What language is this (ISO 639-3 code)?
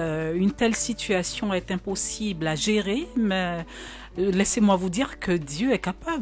fra